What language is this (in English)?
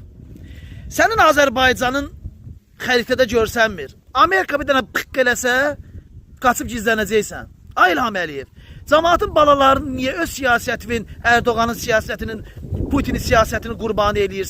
Azerbaijani